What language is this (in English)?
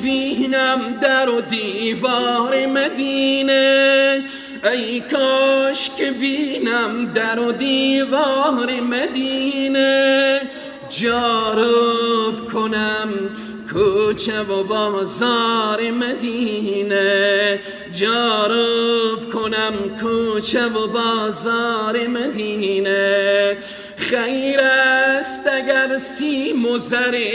Persian